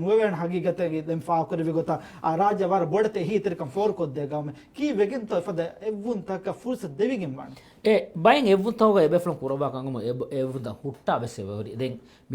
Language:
Divehi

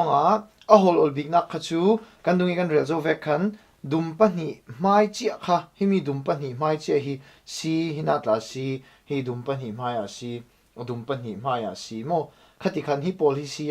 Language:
Falam Chin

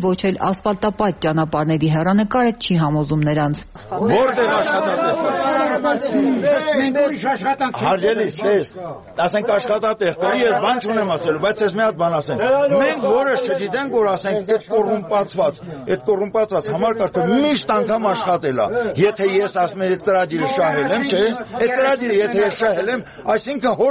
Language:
Armenian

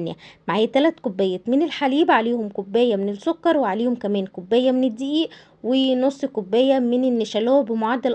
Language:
Egyptian Arabic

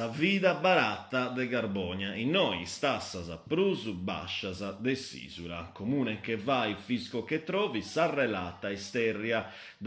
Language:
Sardinian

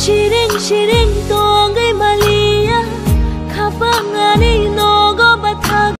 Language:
Kok Borok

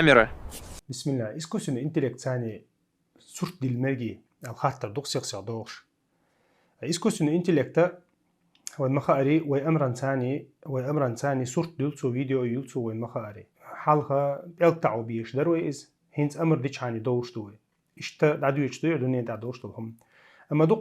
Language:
Chechen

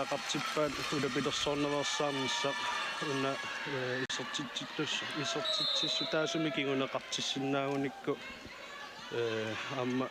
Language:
Kalaallisut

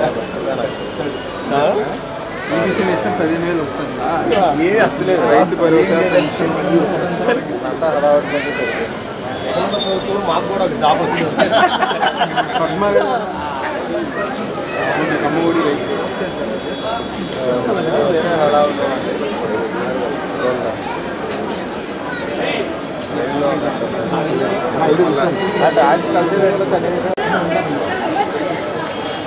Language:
Telugu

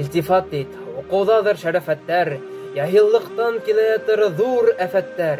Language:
Bashkir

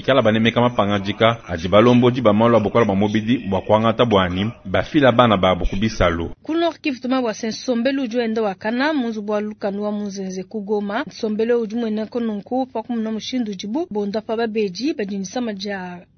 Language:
Luba-Lulua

